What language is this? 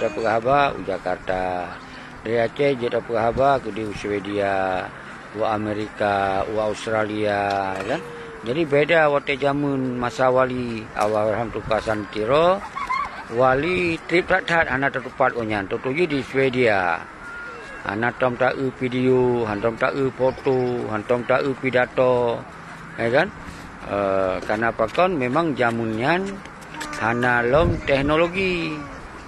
Achinese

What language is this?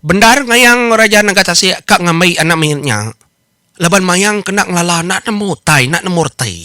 Iban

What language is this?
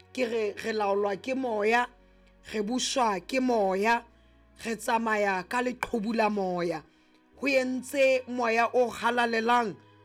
Southern Sotho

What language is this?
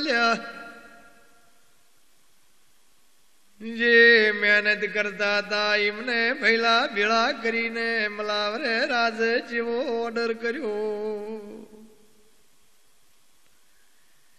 Gujarati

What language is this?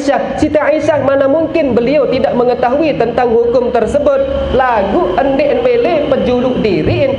Sasak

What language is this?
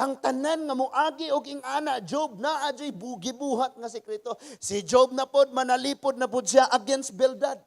Cebuano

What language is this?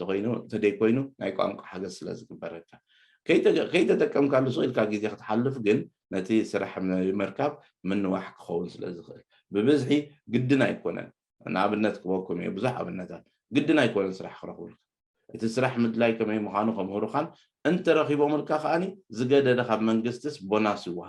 Tigrinya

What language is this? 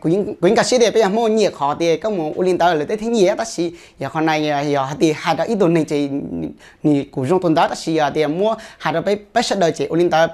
Hmong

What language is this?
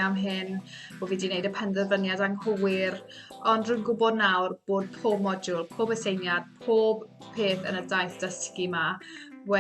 Welsh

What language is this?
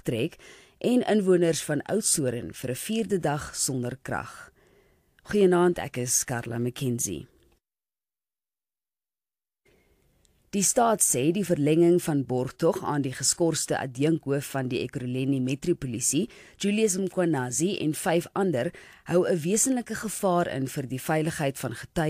Afrikaans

